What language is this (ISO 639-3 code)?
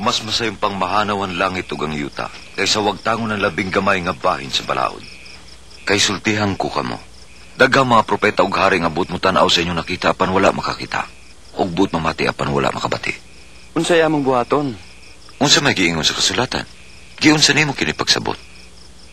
ceb